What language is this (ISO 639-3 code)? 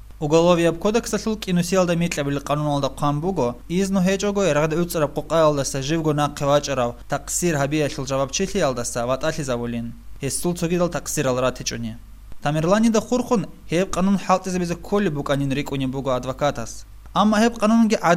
ava